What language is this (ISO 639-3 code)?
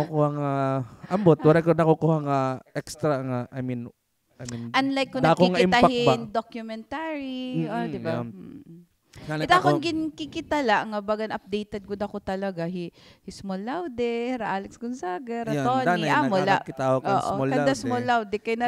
war